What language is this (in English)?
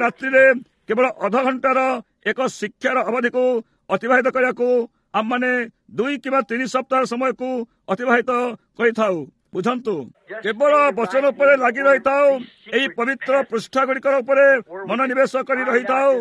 Odia